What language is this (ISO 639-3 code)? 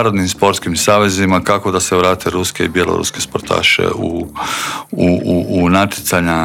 hrv